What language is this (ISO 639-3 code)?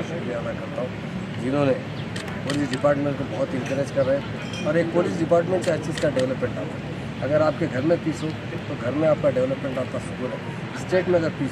hin